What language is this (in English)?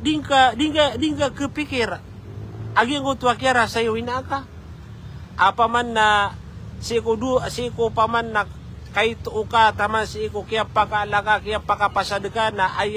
Maranao